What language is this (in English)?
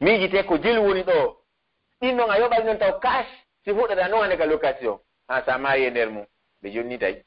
Pular